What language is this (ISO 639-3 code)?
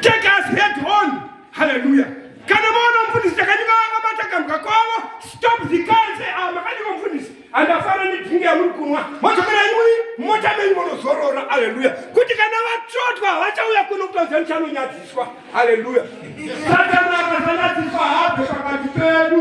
sna